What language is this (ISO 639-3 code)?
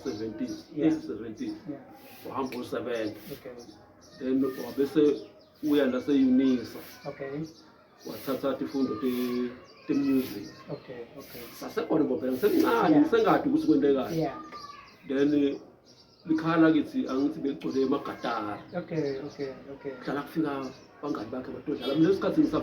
zul